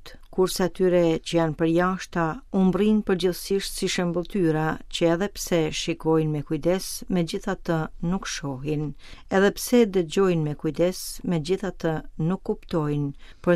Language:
Albanian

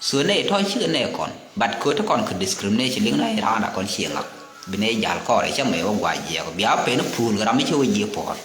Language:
Nuer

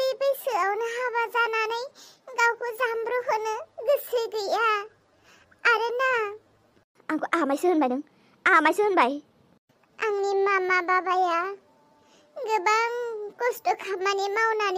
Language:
Bodo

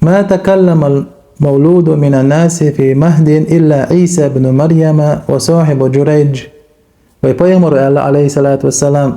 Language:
Chechen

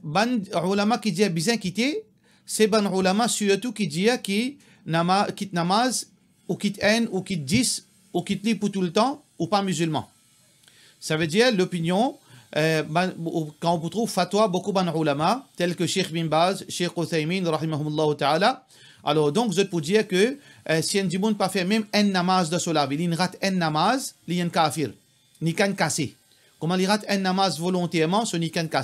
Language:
Morisyen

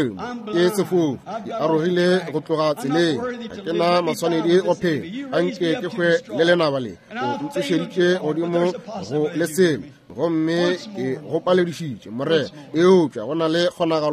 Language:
Northern Sotho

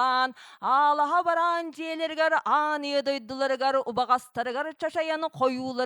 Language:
Yakut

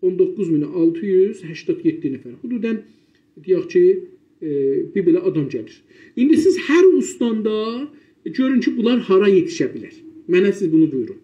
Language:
South Azerbaijani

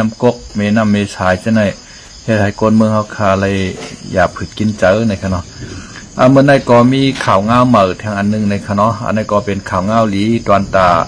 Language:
Shan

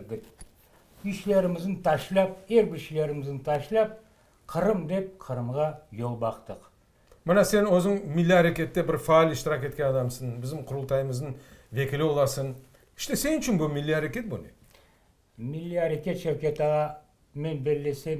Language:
Crimean Tatar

